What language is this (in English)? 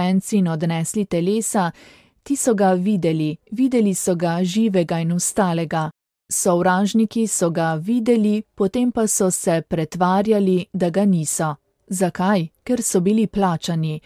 Slovenian